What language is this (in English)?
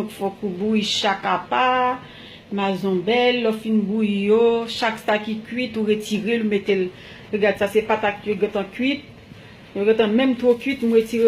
Haitian Creole